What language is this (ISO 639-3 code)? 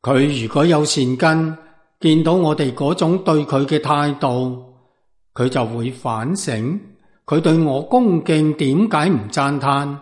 yue